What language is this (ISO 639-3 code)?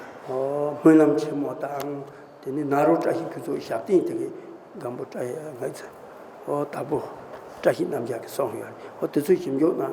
bod